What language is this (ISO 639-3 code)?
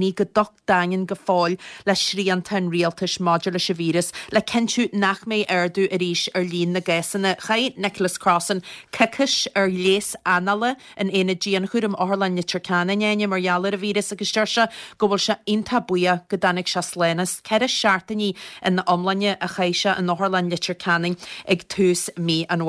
gle